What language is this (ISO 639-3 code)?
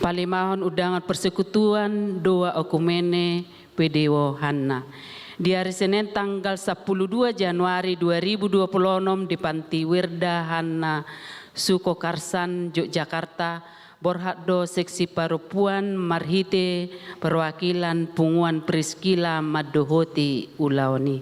bbc